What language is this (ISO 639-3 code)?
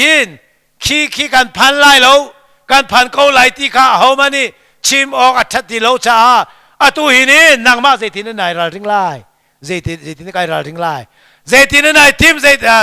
cnh